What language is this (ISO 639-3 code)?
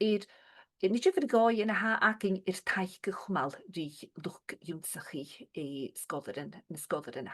gla